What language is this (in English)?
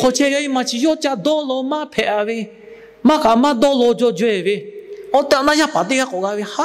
Lahu